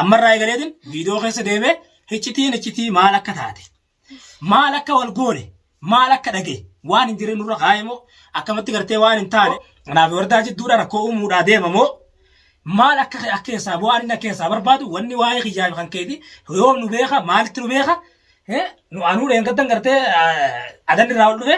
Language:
Oromo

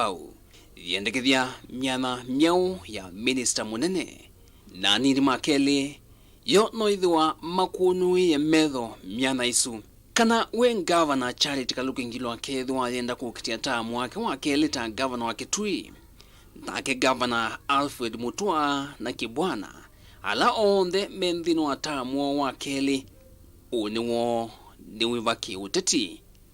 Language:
Kamba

